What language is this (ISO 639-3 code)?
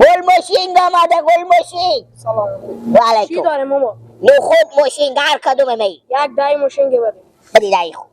fas